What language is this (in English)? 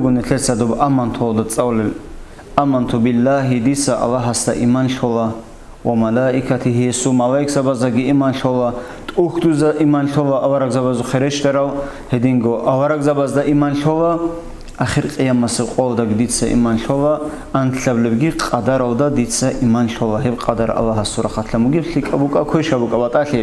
Avaric